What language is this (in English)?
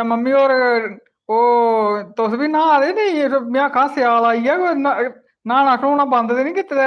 Dogri